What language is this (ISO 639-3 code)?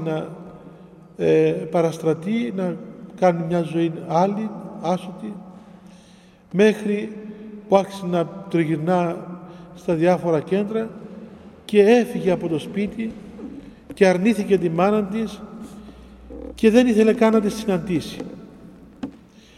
ell